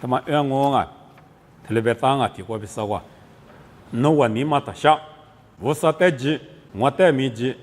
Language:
Lisu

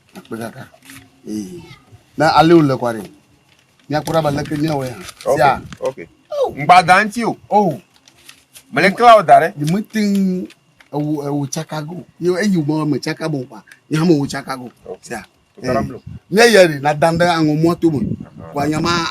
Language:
Ewe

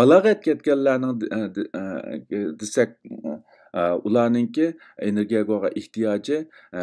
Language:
Uyghur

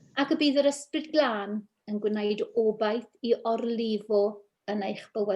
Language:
Welsh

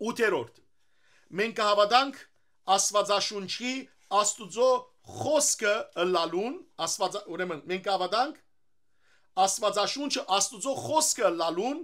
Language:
Western Armenian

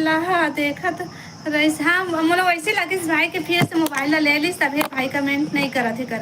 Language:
Chhattisgarhi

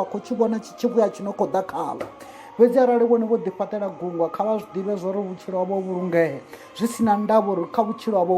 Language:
Venda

